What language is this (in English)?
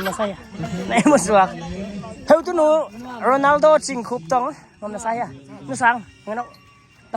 Paite Chin